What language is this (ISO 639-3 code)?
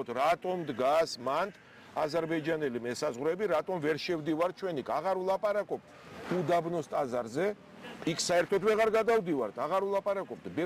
kat